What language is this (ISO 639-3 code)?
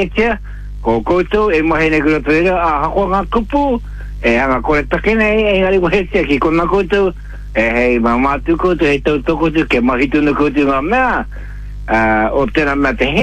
mri